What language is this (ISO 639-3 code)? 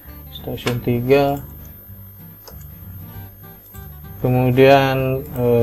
ind